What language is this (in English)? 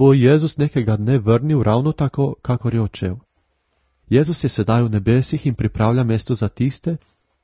Slovenian